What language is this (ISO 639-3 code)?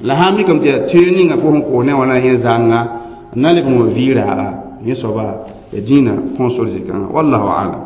mos